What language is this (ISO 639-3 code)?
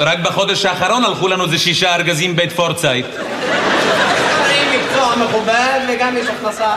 heb